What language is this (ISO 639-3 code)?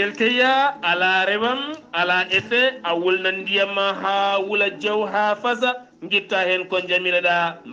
ful